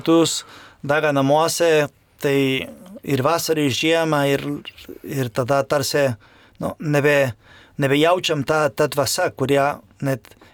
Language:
Lithuanian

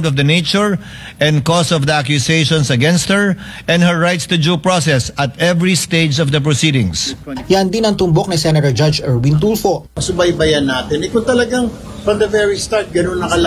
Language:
Filipino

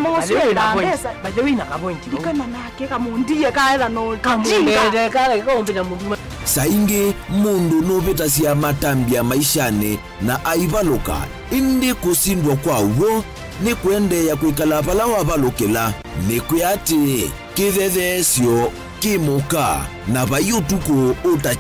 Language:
Kamba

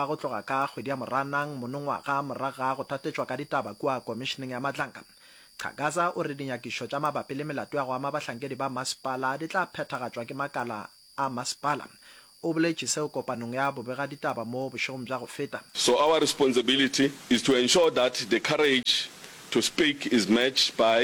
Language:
Northern Sotho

